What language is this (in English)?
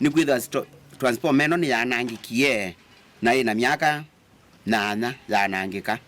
Kamba